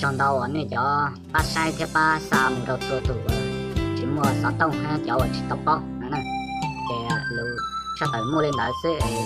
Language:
Hmong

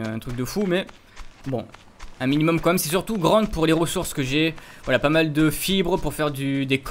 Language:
French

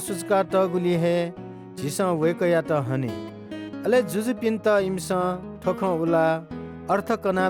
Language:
Newari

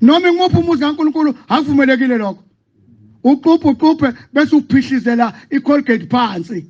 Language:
Zulu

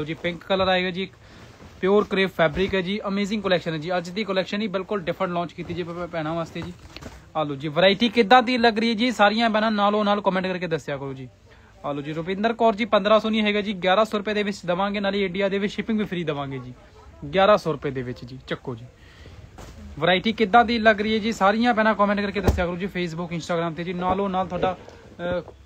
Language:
Punjabi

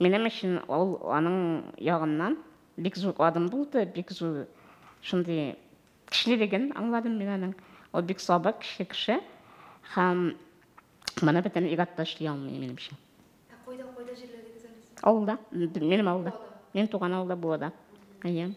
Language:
Tatar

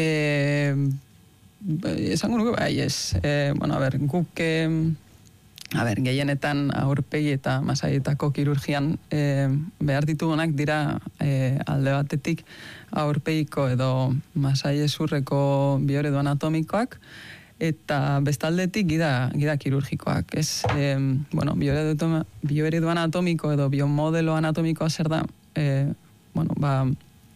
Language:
Basque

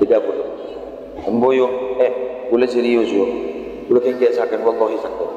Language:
Madurese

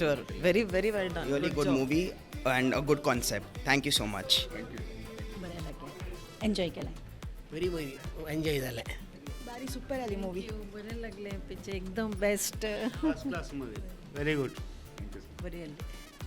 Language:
Konkani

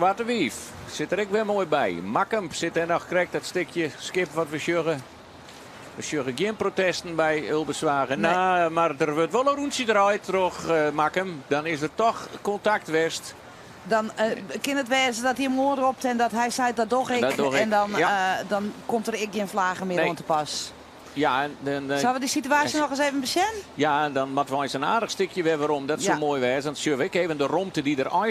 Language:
Western Frisian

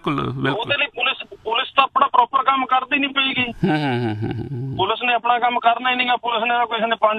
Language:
Punjabi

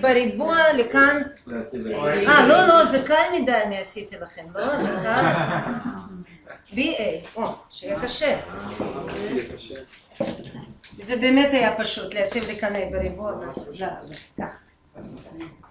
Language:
Hebrew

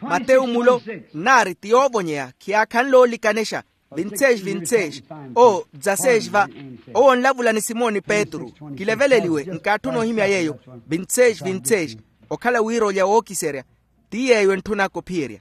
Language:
Makhuwa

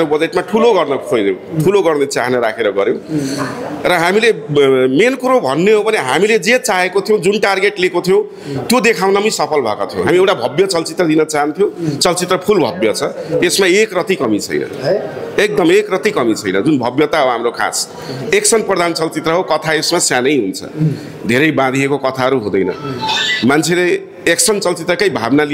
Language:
Nepali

